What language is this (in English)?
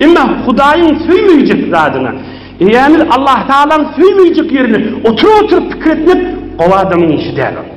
Turkmen